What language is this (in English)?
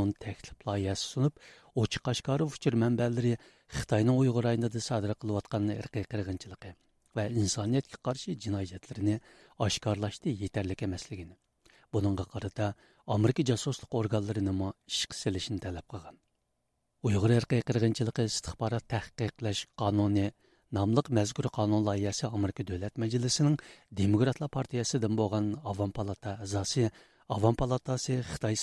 Uyghur